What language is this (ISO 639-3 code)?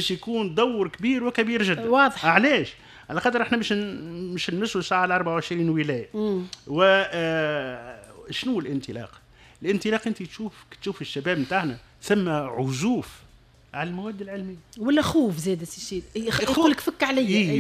aeb